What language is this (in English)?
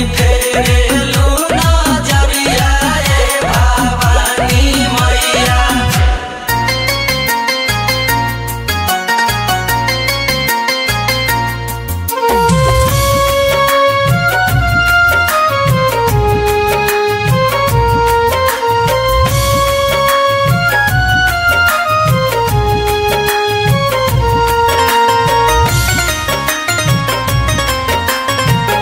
Bhojpuri